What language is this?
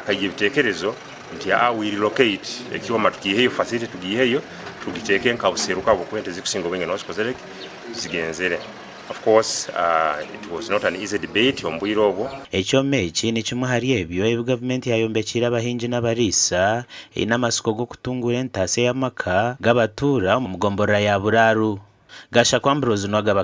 Nyankole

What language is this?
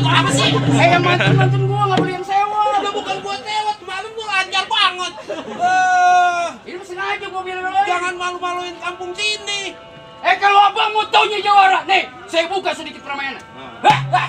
Betawi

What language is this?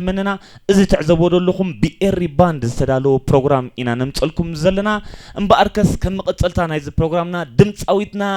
Tigrinya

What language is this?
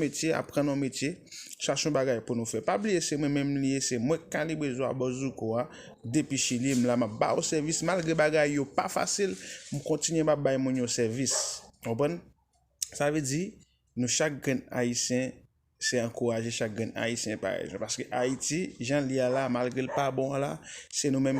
Haitian Creole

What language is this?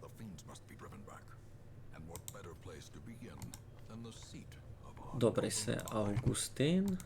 Rusyn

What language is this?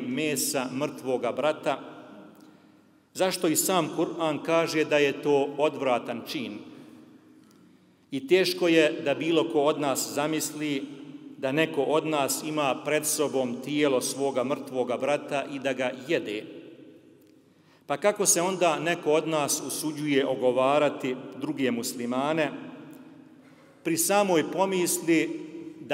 Bosnian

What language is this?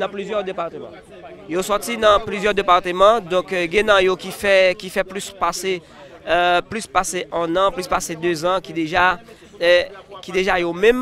Haitian Creole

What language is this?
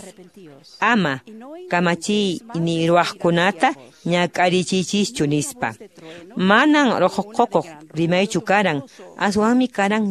Quechua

